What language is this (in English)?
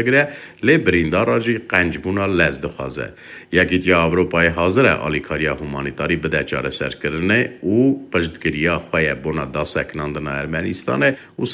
Kurdish